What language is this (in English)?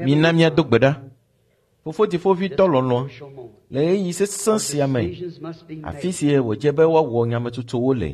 Ewe